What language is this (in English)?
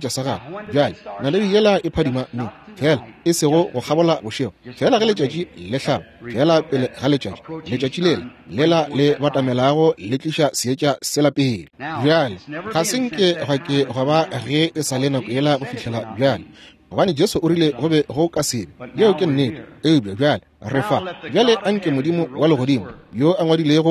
Northern Sotho